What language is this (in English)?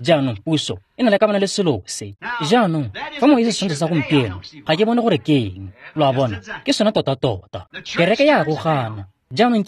Tswana